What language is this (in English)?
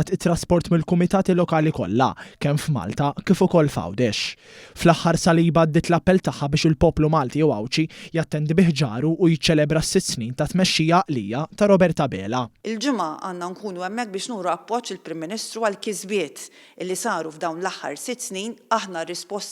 Maltese